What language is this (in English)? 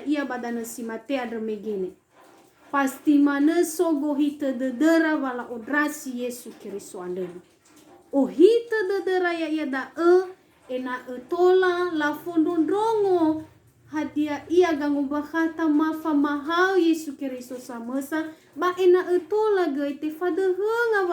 Nias